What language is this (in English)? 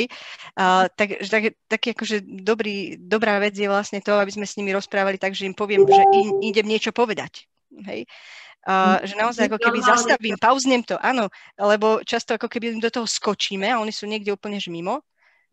Slovak